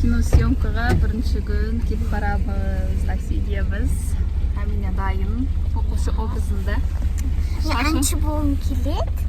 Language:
Kazakh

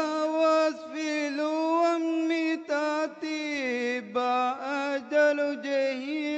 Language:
Divehi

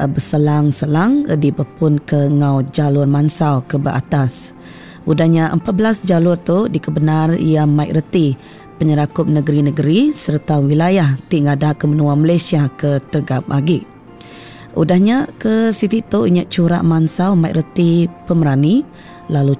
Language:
Iban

